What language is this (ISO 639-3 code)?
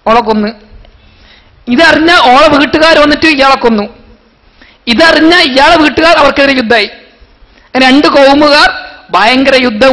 mal